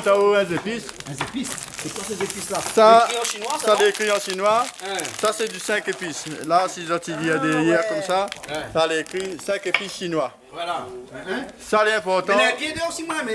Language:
Réunion Creole French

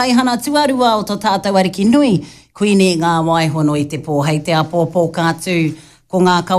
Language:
Māori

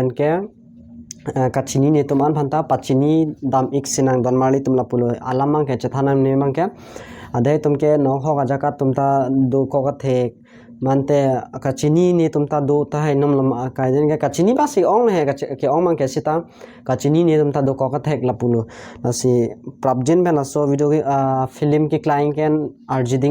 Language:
Karbi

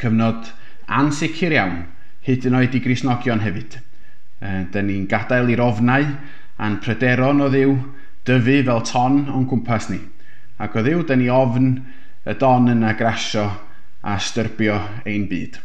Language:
Welsh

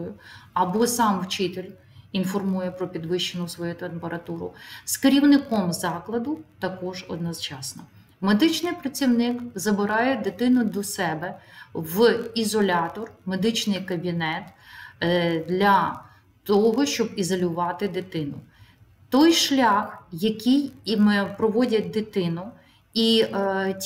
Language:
Ukrainian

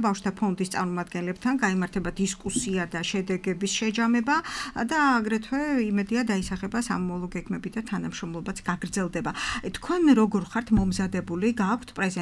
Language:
Georgian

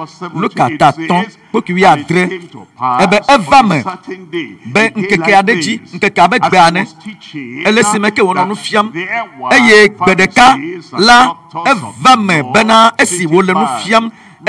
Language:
Ewe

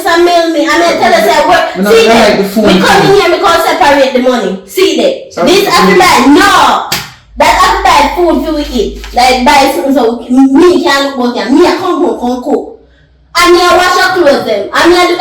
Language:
Jamaican Creole English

